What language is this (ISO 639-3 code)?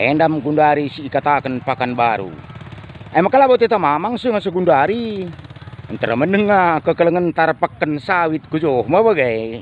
btx